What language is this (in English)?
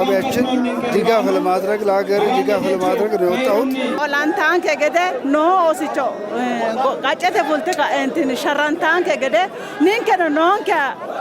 Sidamo